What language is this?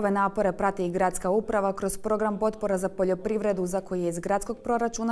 Croatian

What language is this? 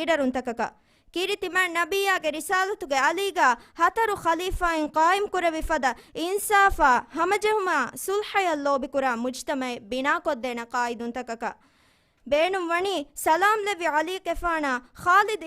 Divehi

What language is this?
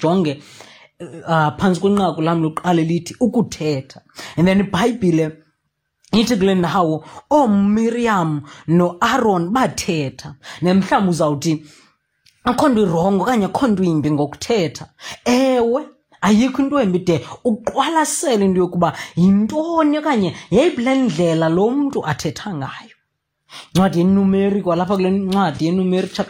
Xhosa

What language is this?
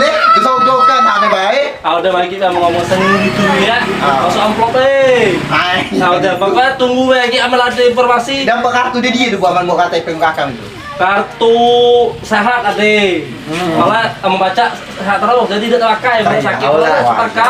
Musi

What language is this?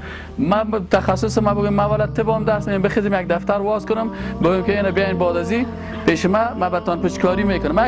Persian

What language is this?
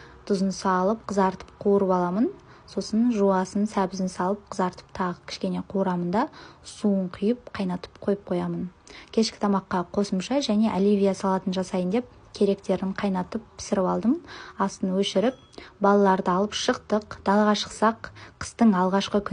Kazakh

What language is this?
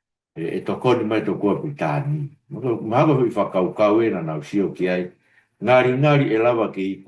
Tongan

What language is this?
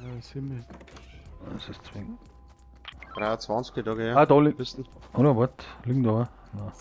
Bavarian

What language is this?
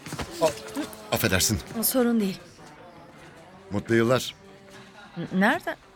Turkish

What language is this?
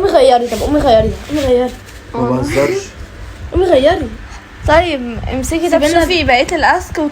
Egyptian Arabic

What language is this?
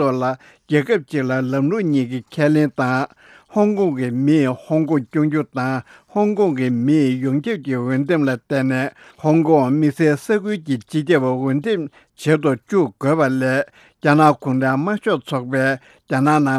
Tibetan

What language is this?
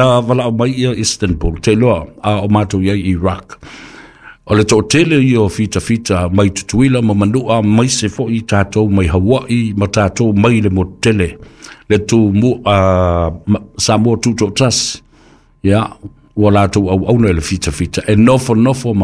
Samoan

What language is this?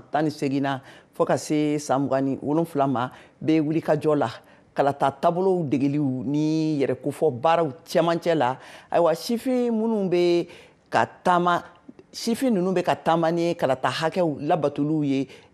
Bambara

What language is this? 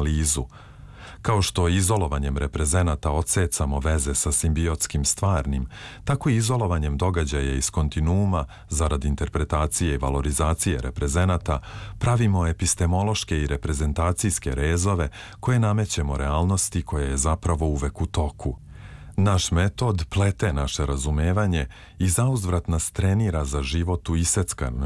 Serbian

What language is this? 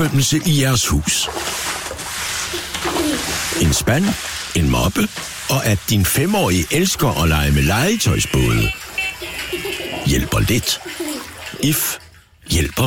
Danish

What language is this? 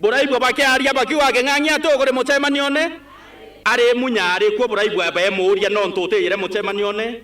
Meru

